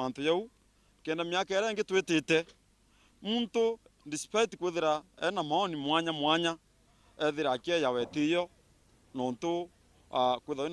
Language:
Meru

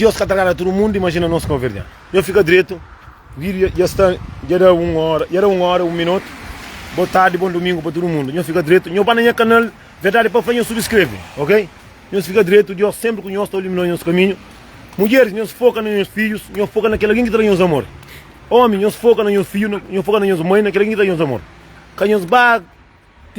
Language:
Kabuverdianu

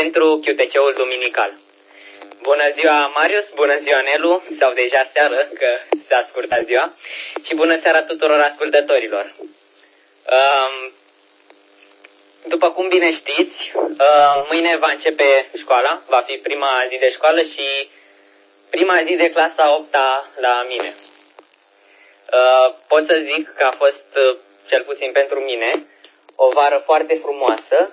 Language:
Romanian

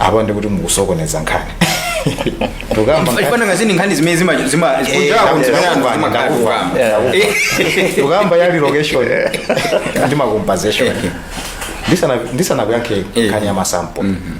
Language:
Nyanja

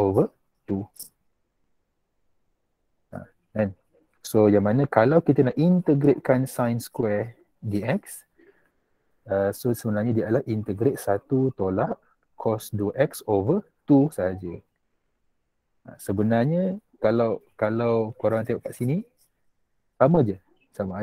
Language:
Malay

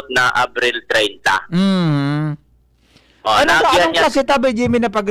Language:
Bikol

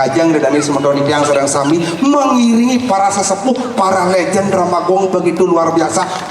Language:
Balinese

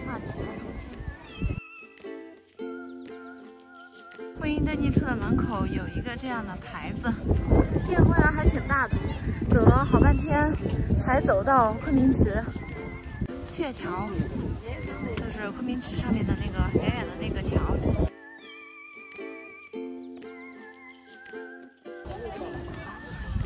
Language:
Chinese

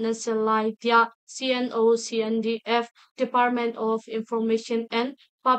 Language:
Hakha Chin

